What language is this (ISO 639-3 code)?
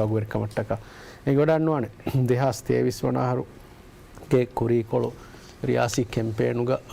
div